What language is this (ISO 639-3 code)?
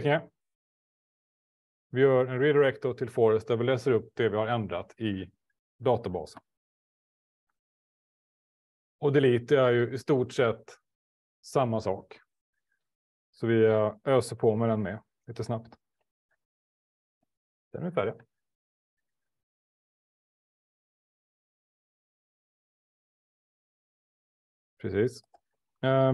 swe